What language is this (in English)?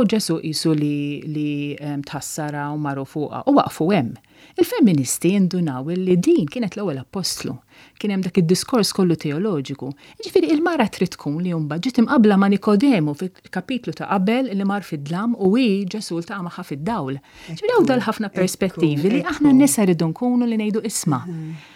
Maltese